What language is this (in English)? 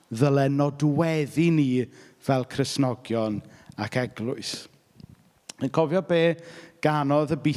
Welsh